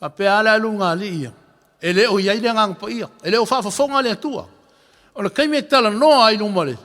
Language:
Samoan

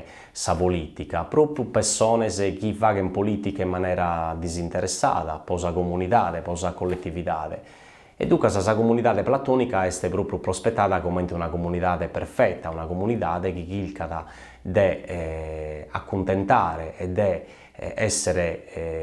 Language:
Sardinian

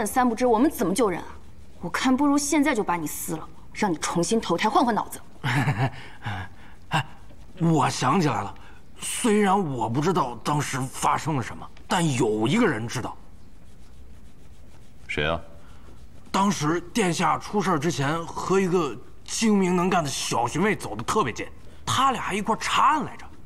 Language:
Chinese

